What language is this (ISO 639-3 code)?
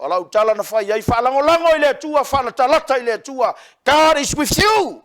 smo